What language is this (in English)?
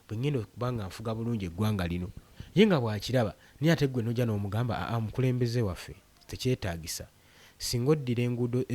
Ganda